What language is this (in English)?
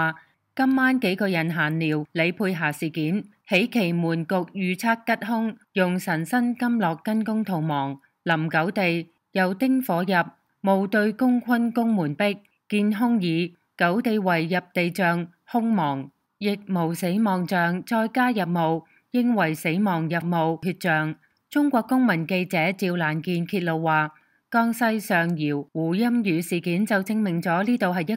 Cantonese